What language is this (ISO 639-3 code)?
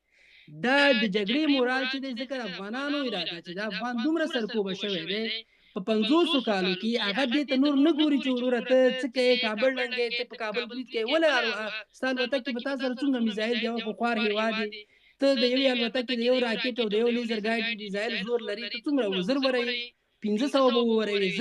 pus